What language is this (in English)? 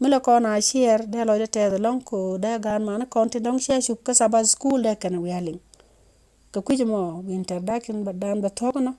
Nuer